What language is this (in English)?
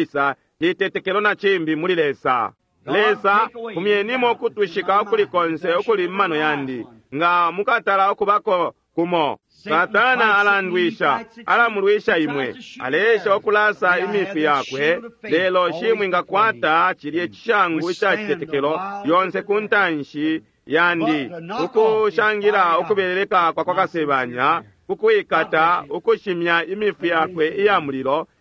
Bemba